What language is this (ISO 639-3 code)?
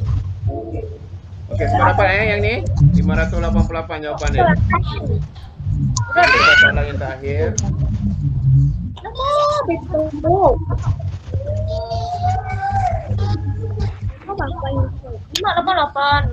msa